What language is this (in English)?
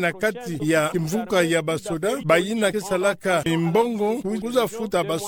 Kituba (Democratic Republic of Congo)